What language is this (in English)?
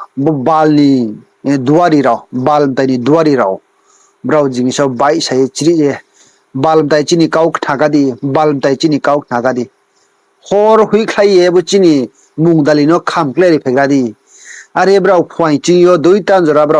Riang (India)